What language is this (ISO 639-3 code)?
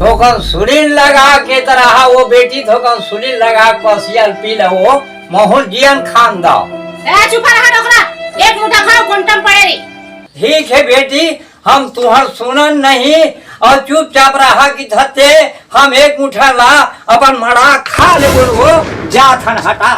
hne